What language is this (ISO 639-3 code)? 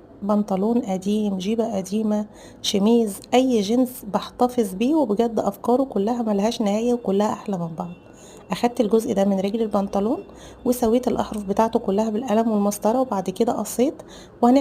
arz